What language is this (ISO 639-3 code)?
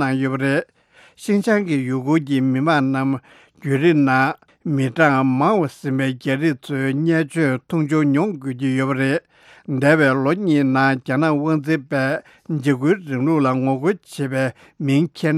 bod